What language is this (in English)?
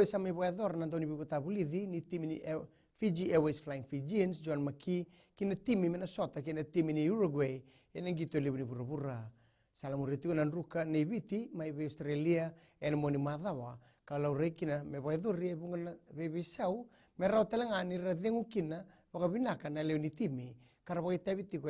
Fijian